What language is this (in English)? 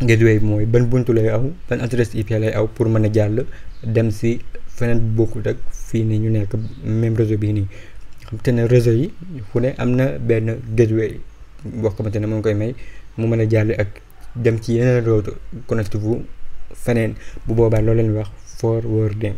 Wolof